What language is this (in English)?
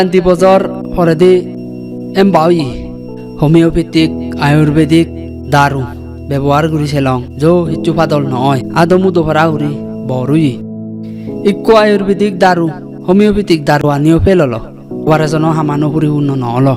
Chakma